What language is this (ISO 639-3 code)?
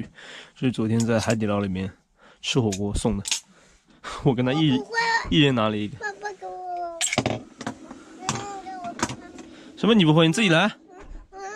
zho